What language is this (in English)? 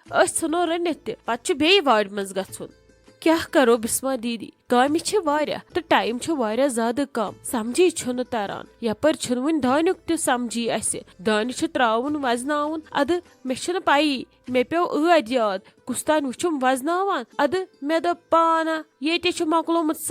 Kashmiri